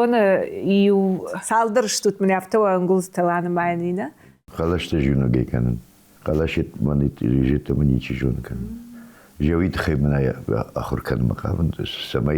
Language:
Ossetic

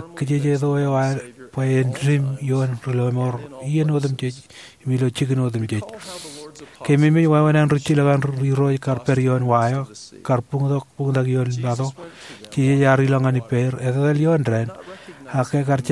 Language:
Marshallese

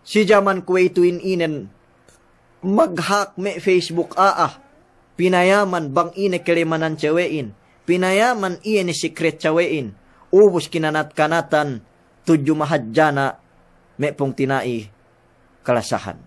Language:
Yakan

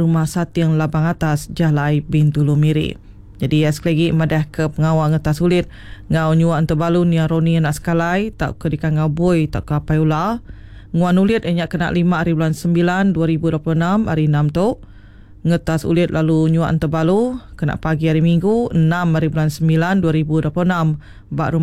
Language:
Iban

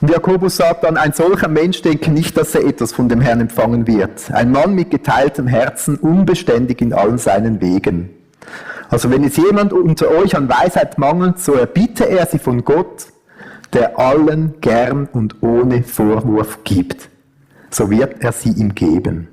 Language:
Swiss German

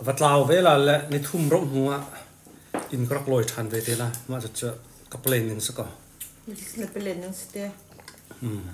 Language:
Hakha Chin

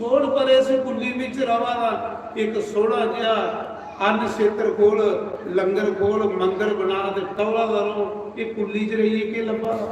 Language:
Dogri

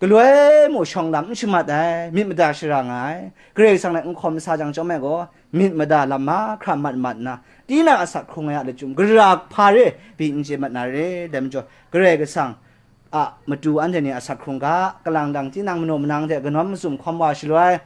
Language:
Kachin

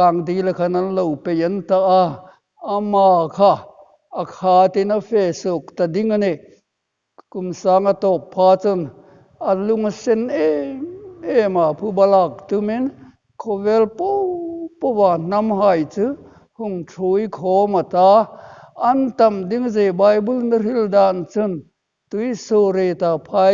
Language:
Hmar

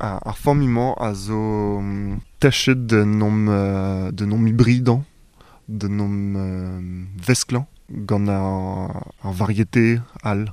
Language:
Breton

